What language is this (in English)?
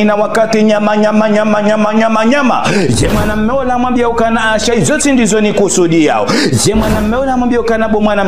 Ngazidja Comorian